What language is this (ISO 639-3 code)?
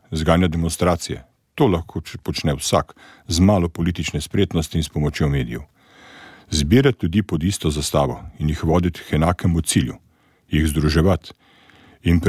slv